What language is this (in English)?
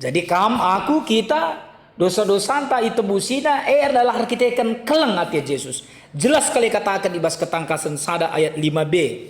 Batak Karo